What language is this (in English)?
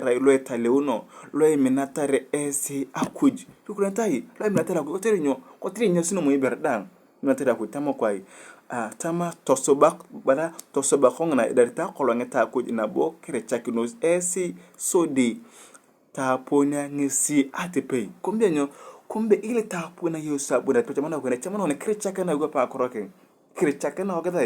Turkana